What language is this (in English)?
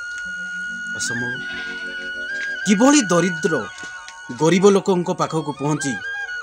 Odia